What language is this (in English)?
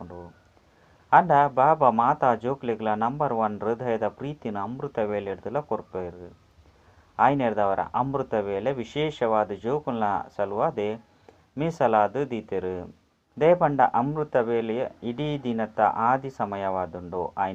Tulu